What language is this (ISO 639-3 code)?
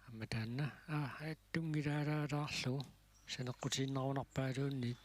kal